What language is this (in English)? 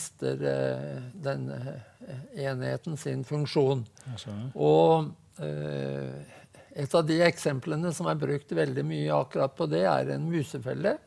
Norwegian